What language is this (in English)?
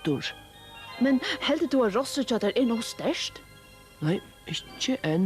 Faroese